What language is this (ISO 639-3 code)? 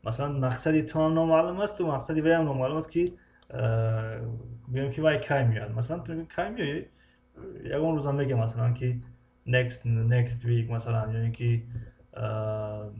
tgk